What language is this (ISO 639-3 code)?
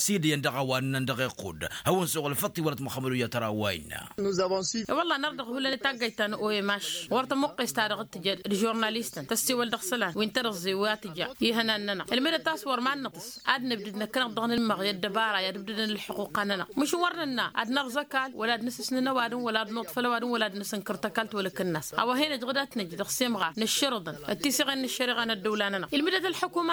taq